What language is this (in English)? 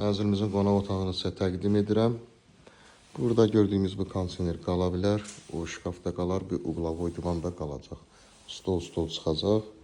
Azerbaijani